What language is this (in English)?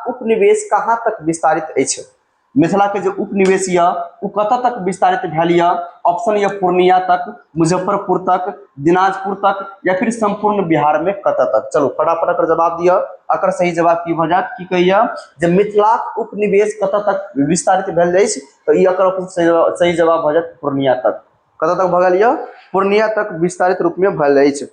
Maithili